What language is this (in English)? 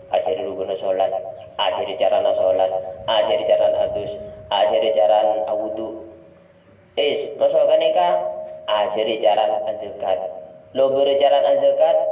Madurese